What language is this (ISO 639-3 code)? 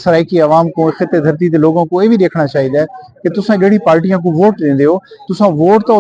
skr